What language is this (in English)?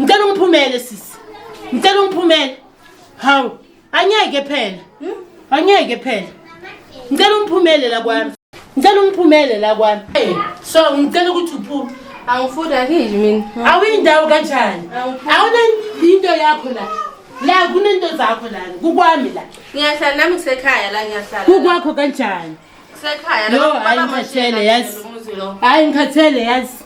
Zulu